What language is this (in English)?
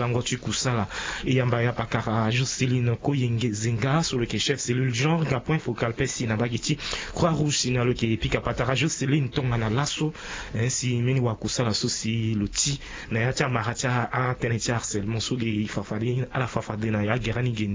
Sango